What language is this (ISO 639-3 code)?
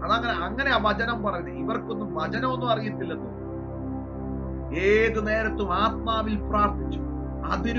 mal